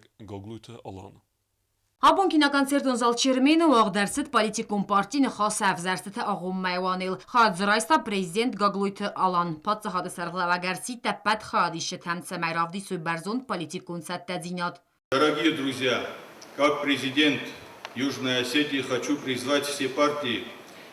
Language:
Ossetic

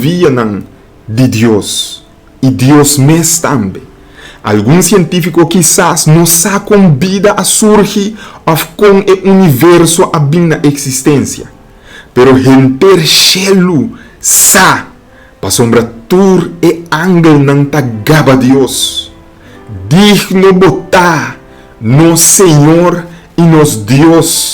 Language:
Papiamento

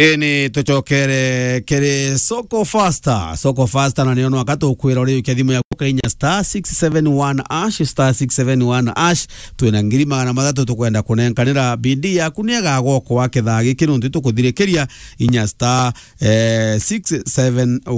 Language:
Meru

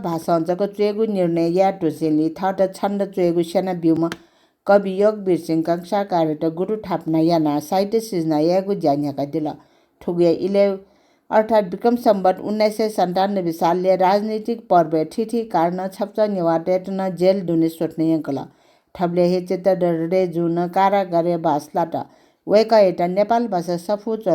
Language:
Newari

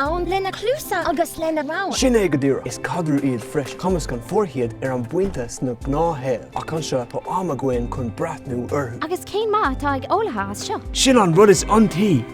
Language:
Irish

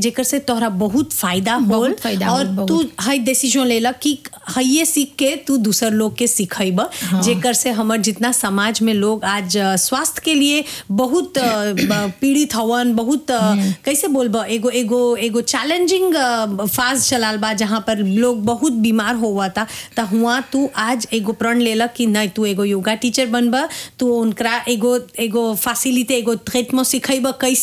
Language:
Bhojpuri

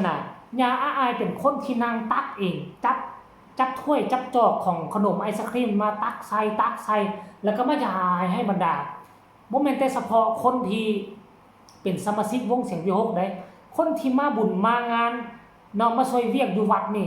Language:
Northeastern Thai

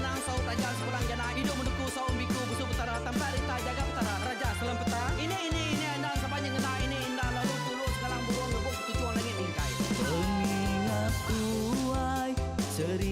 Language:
Iban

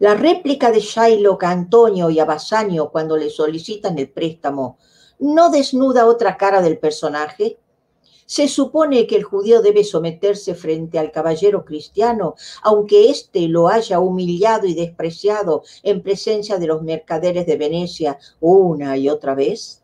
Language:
Ladino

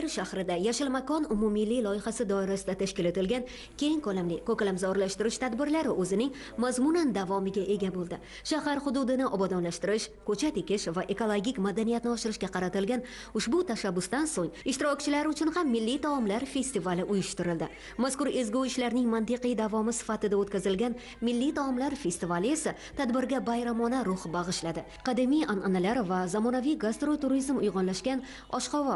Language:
Uzbek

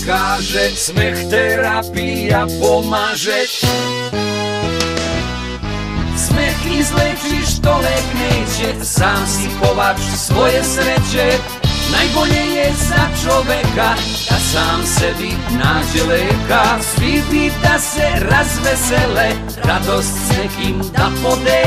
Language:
Serbian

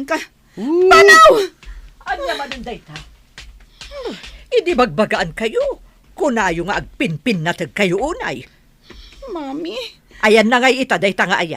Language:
Iloko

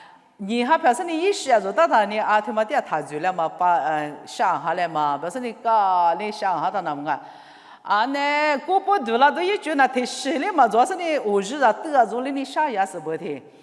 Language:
Lisu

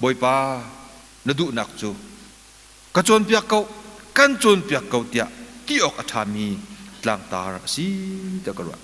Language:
Hakha Chin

